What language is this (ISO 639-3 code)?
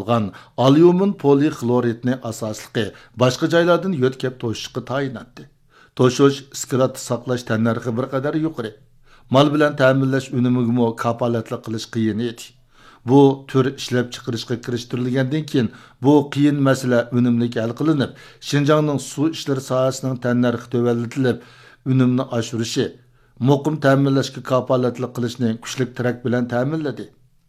uig